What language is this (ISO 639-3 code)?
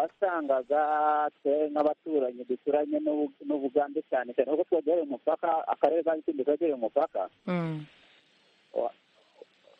kin